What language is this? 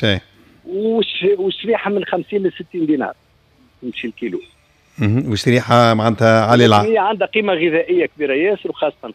Tunisian Arabic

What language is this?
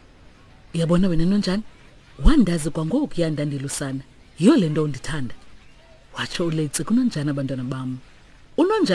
Xhosa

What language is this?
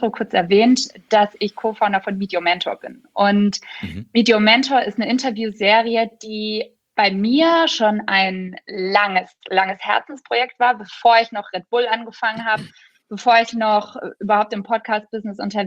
German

